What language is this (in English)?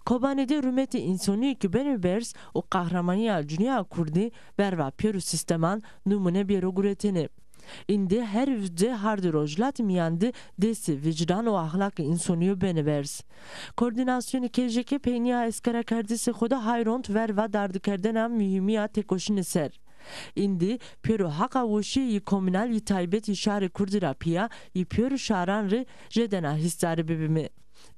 Zaza